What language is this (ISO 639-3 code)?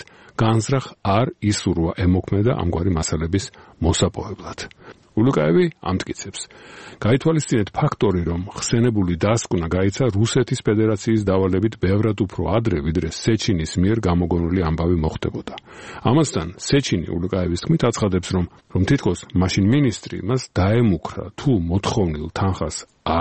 kat